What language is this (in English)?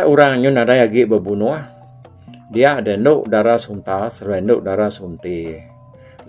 Iban